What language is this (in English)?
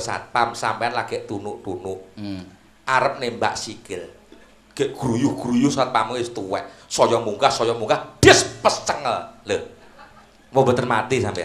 Javanese